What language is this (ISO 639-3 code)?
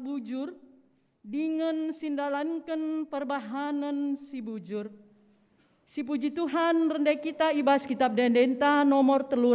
btx